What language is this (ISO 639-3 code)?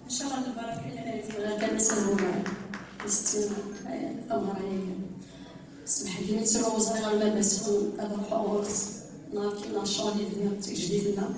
kab